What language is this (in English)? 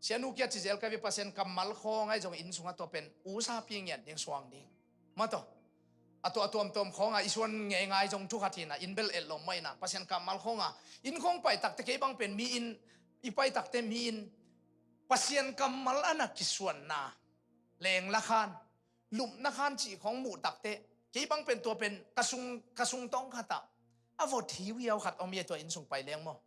Tedim Chin